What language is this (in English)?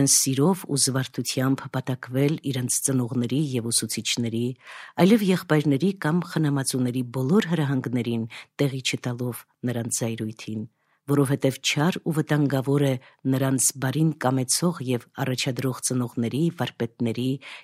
Armenian